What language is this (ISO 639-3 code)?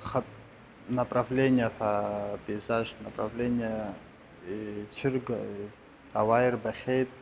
abk